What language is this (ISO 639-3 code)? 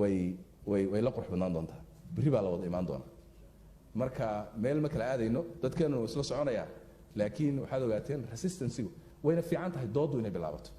som